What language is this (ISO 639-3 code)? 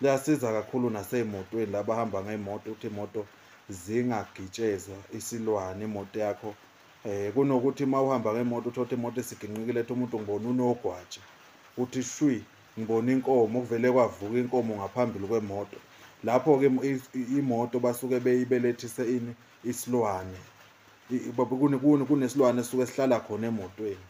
zul